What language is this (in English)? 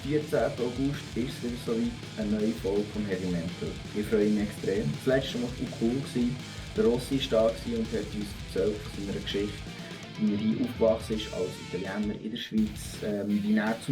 Swiss German